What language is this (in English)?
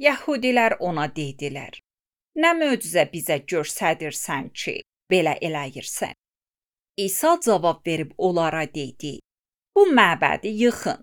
Azerbaijani